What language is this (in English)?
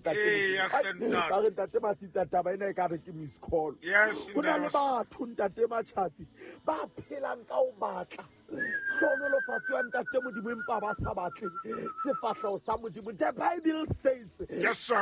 Southern Sotho